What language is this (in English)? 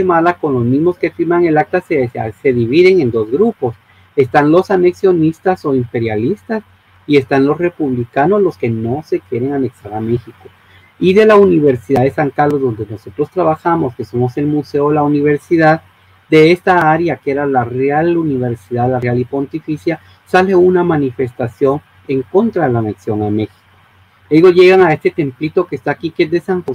Spanish